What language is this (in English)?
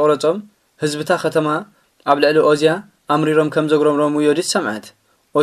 Tigrinya